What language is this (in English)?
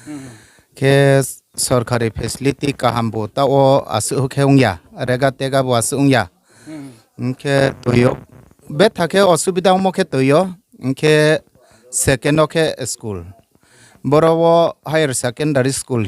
Riang (India)